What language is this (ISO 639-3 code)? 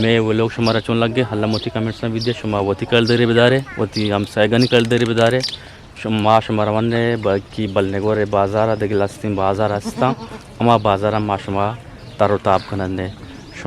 bgp